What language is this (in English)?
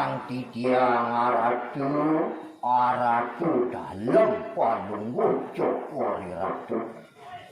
Balinese